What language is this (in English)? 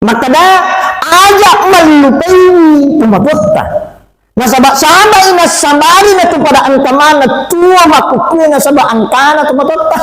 Buginese